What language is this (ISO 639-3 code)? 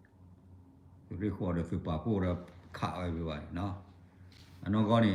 ksw